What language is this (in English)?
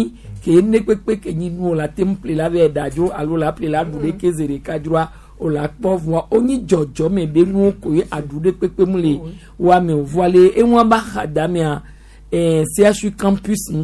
Gen